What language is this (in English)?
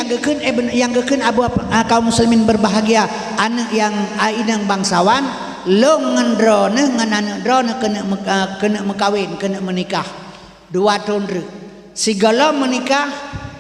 Achinese